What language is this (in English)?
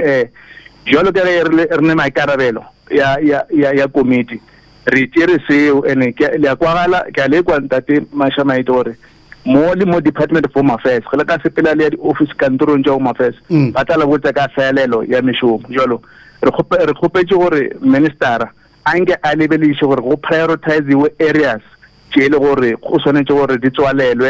Northern Sotho